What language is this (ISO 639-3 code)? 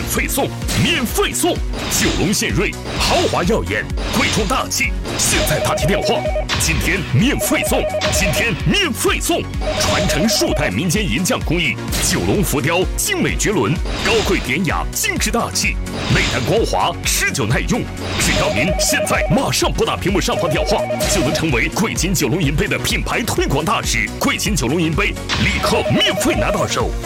zho